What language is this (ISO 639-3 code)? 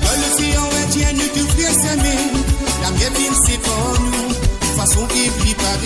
mfe